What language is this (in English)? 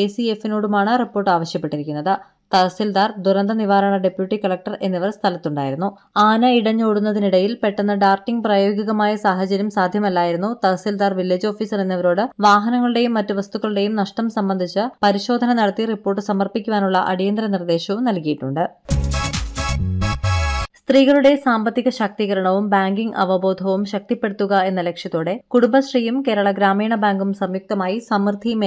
Malayalam